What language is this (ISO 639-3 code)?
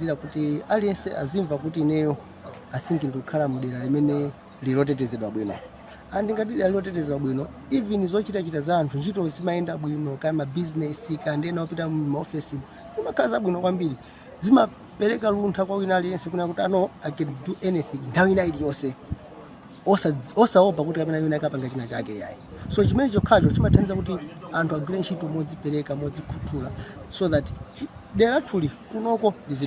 nya